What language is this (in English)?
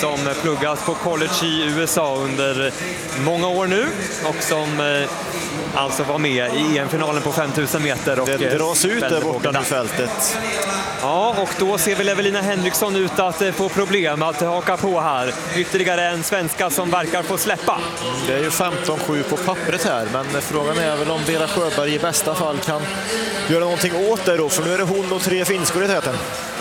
Swedish